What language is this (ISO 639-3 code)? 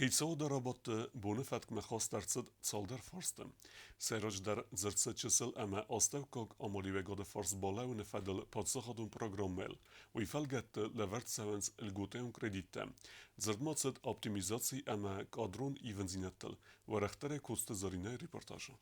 oss